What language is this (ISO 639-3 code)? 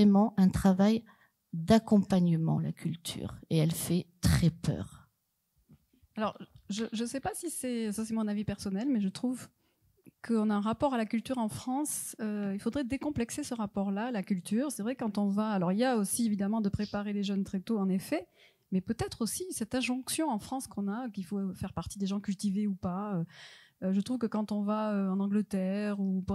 fra